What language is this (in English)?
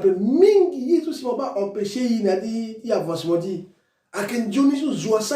Sango